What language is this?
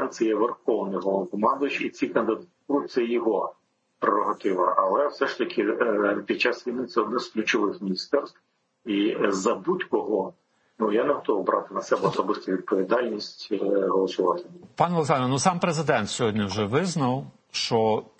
Ukrainian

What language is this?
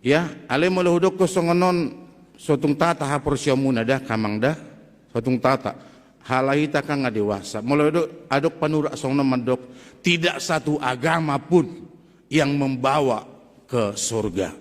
Batak Toba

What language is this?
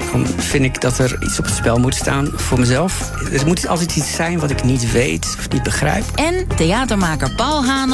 Dutch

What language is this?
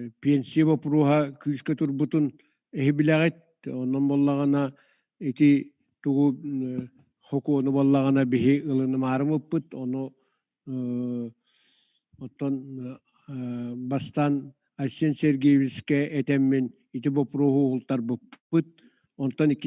Yakut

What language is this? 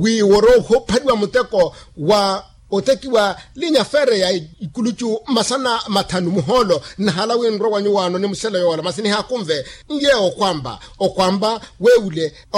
Makhuwa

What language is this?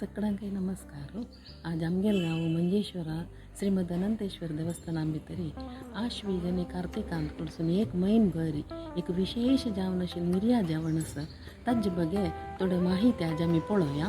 Konkani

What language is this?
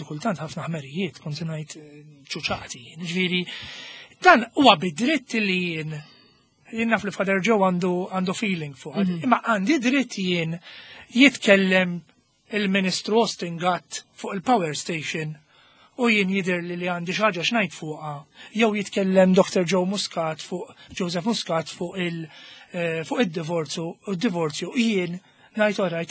Maltese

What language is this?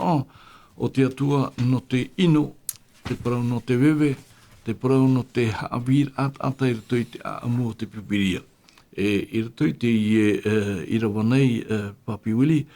Tahitian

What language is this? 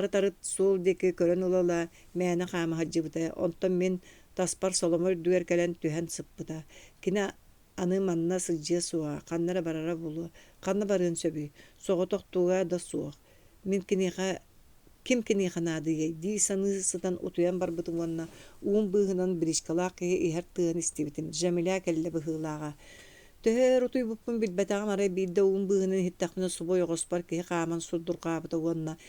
Yakut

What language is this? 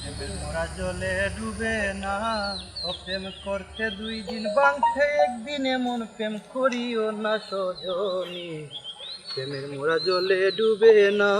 Sylheti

